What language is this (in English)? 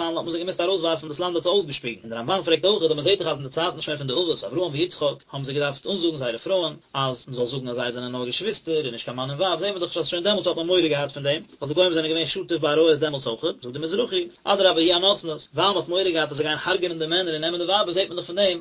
Yiddish